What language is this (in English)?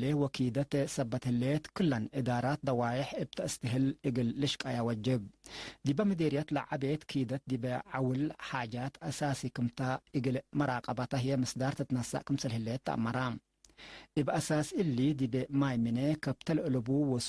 Tigre